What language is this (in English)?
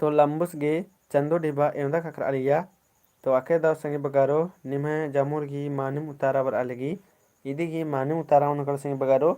Kurukh